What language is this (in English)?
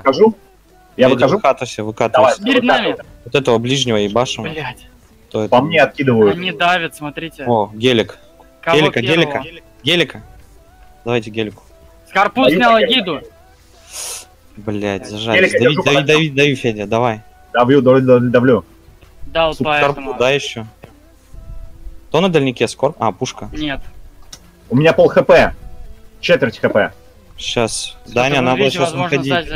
Russian